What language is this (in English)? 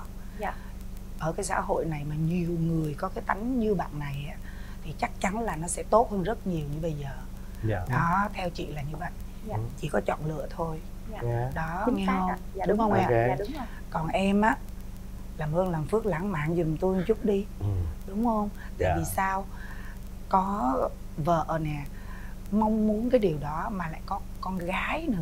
Vietnamese